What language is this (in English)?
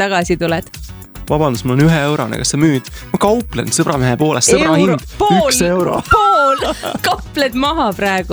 Estonian